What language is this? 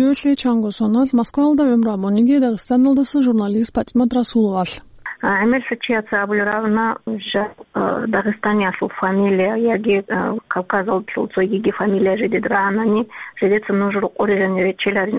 Avaric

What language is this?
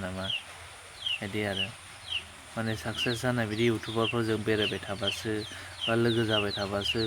Bodo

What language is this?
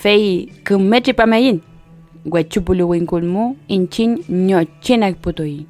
Mapuche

